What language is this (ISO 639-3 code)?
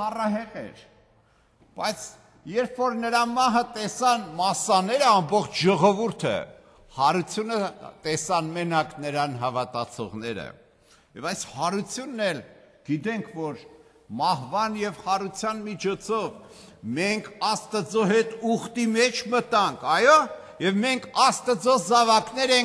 hye